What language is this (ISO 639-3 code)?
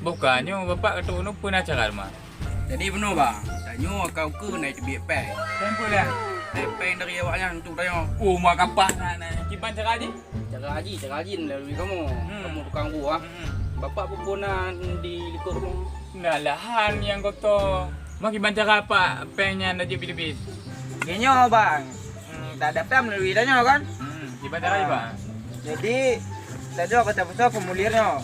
ace